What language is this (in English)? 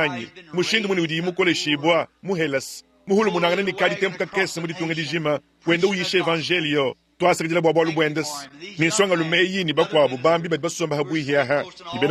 Luba-Lulua